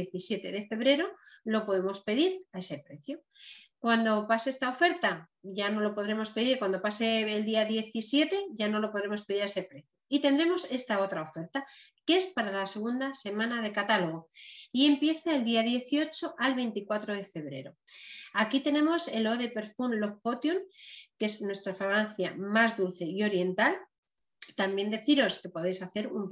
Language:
Spanish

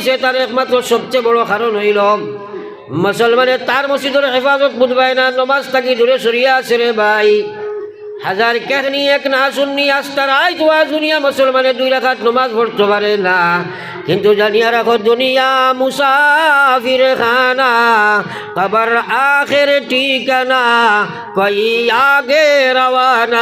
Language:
Sylheti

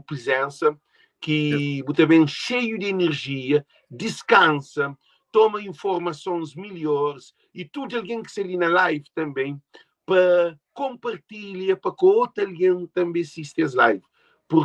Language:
Kabuverdianu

